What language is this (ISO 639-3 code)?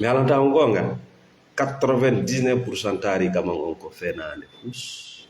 ful